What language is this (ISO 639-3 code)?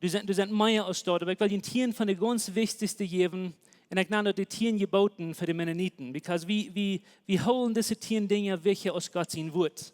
pdt